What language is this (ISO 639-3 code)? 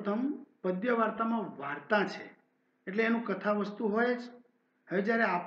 guj